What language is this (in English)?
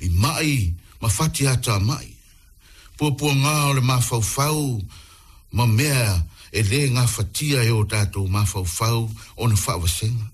Samoan